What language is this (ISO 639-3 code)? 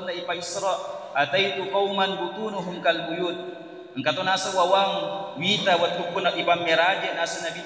bug